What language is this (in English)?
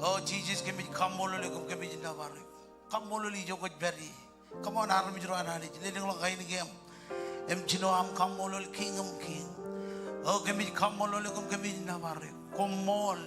Marshallese